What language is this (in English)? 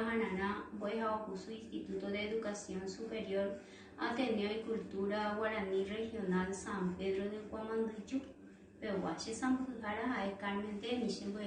Guarani